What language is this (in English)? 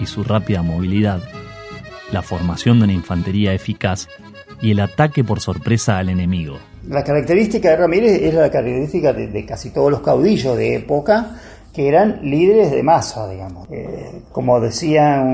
Spanish